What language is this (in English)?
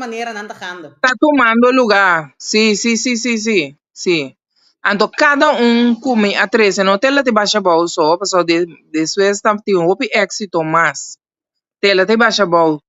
Papiamento